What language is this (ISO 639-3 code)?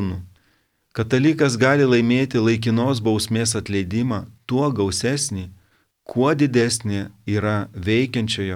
lit